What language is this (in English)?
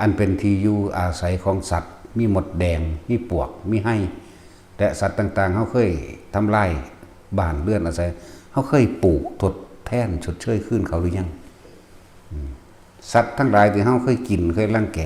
Northeastern Thai